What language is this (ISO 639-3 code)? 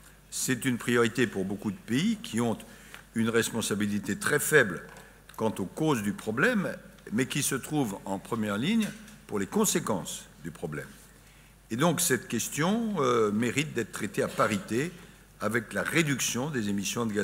fra